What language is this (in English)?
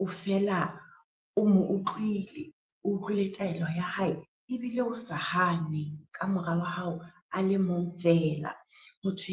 Southern Sotho